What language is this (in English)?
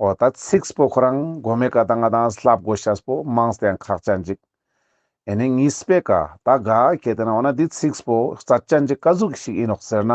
Ladakhi